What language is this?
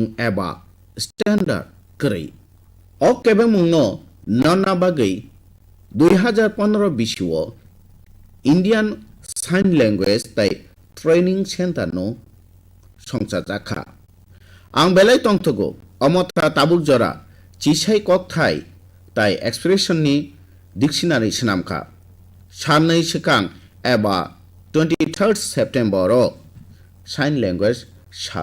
Kok Borok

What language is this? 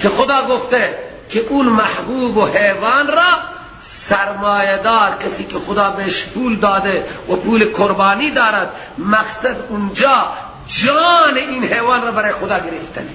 Persian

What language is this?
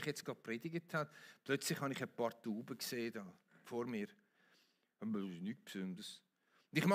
Swiss German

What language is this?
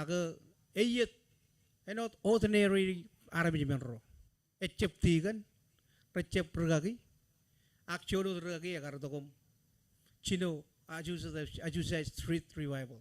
Marshallese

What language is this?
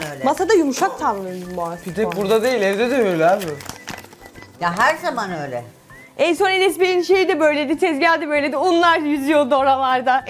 Turkish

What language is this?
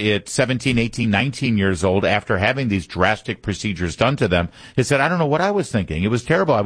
English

